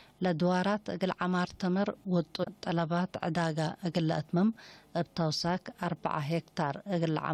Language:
Tigre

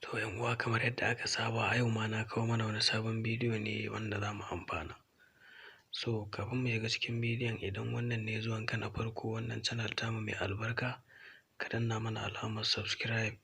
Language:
Hausa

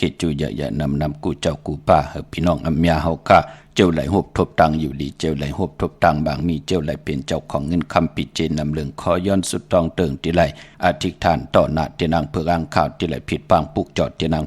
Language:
Shan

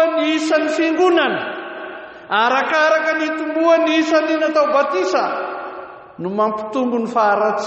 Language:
Malagasy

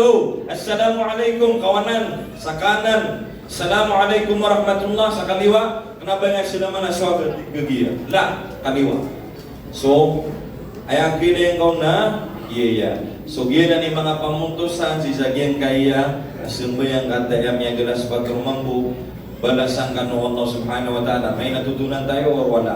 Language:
Maranao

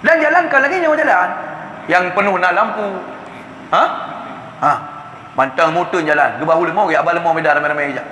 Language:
Achinese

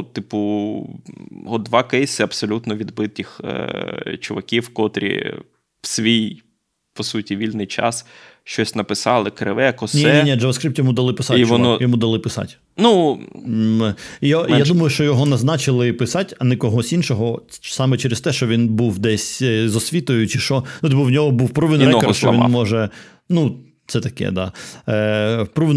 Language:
Ukrainian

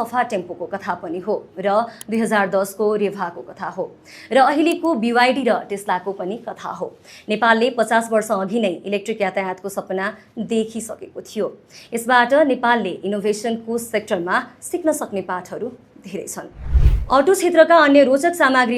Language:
Nepali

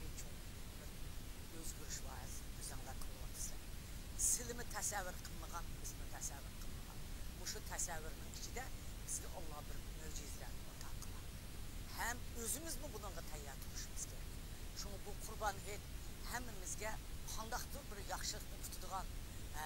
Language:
Uyghur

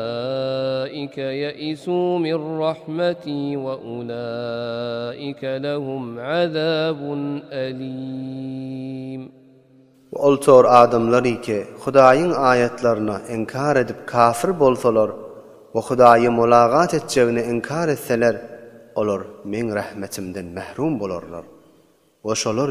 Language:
Turkmen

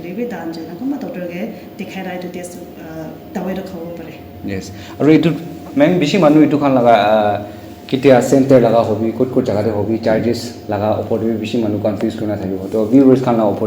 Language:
Naga Pidgin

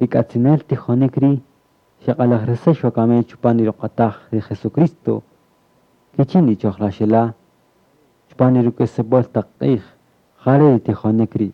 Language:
Kaqchikel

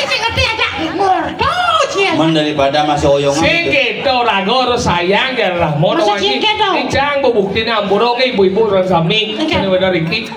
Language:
Balinese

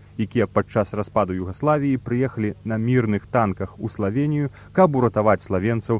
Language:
Belarusian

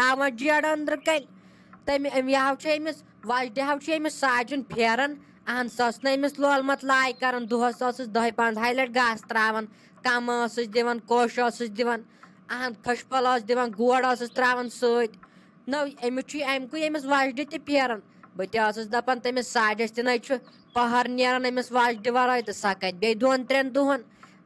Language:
Kashmiri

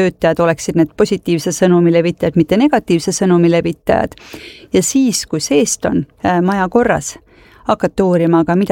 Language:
Estonian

